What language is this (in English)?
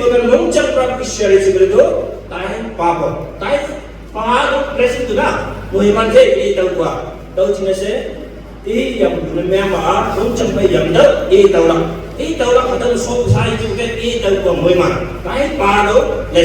Naga Pidgin